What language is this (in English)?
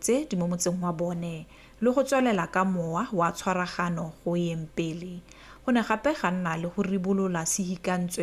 Tswana